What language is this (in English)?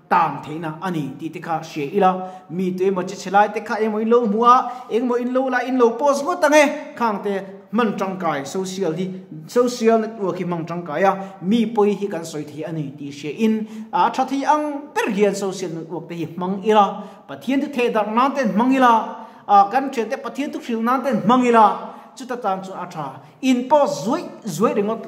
Mizo